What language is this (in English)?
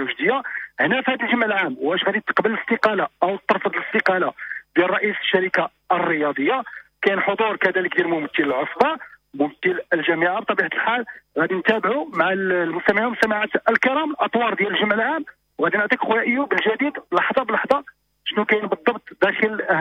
Moroccan Arabic